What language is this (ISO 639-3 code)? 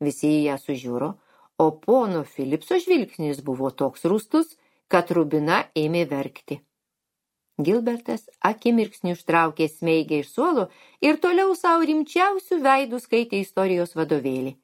lit